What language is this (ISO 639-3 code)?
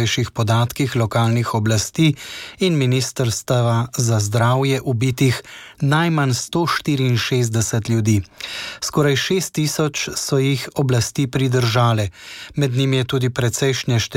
slv